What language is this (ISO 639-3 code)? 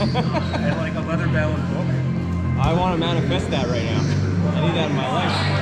eng